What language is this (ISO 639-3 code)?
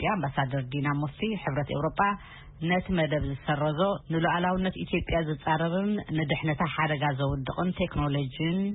tir